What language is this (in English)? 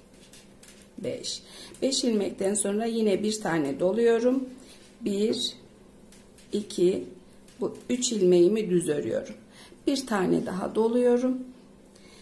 Turkish